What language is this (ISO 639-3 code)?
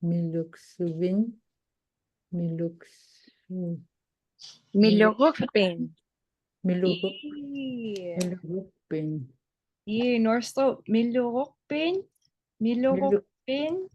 ipk